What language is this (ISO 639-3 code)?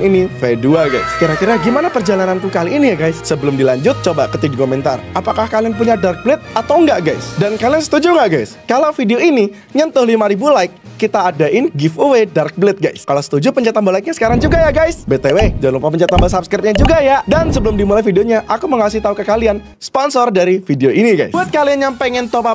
ind